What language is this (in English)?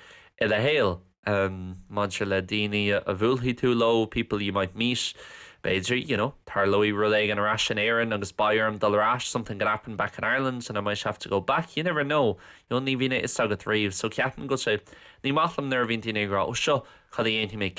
Irish